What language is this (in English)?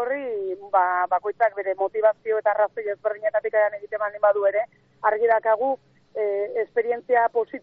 Basque